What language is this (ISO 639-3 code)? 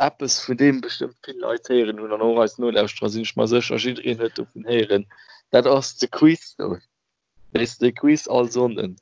ltz